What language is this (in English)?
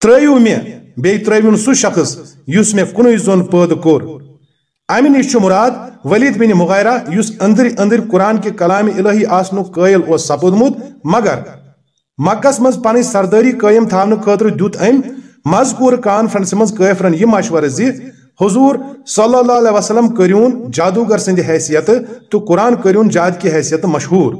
Kashmiri